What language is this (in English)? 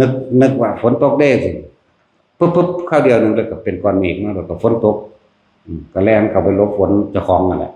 Northeastern Thai